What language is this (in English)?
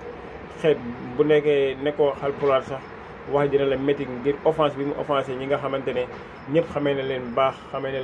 Wolof